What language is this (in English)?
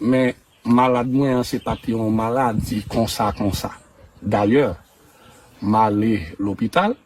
Haitian Creole